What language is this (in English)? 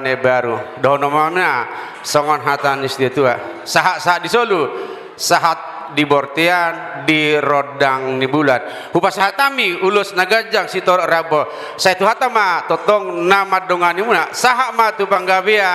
Batak Toba